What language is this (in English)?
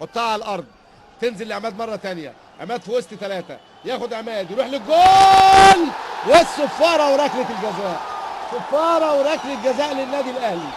Egyptian Arabic